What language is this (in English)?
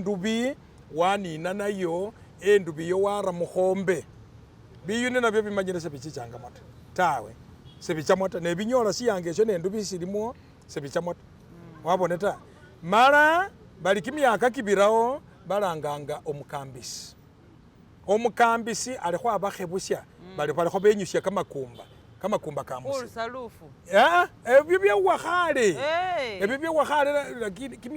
Masaaba